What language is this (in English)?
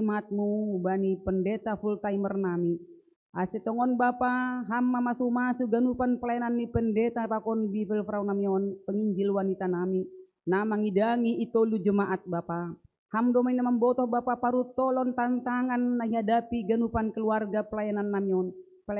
Batak Simalungun